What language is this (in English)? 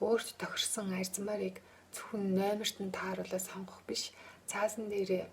Mongolian